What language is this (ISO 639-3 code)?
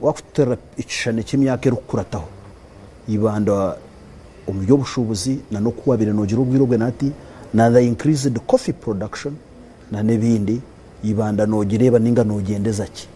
nyn